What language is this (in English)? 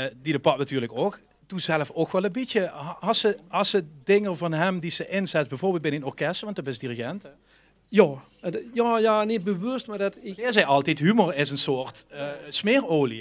Limburgish